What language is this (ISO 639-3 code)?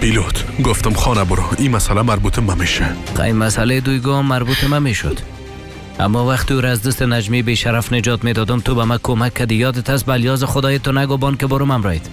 fas